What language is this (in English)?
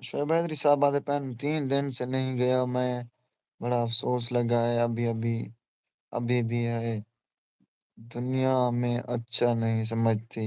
Saraiki